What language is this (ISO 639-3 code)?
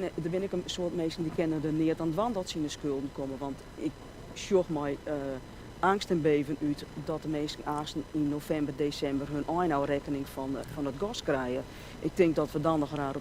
fry